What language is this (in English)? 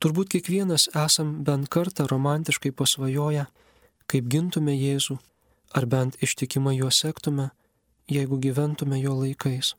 Lithuanian